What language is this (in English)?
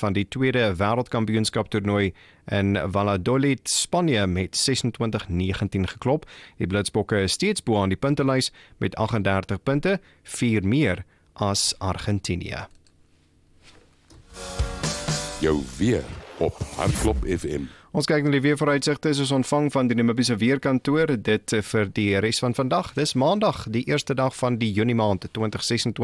Afrikaans